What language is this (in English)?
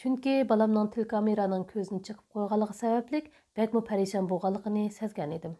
Uyghur